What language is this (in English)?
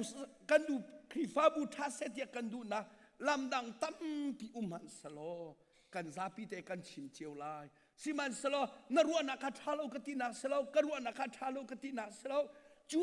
Hakha Chin